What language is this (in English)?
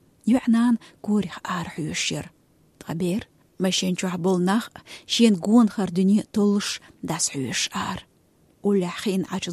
Chechen